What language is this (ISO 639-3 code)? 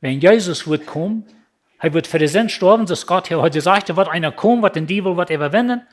pdt